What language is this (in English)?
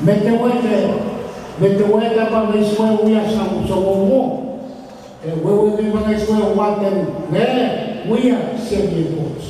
Pohnpeian